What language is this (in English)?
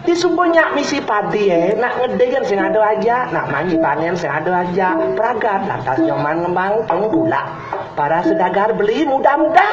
Balinese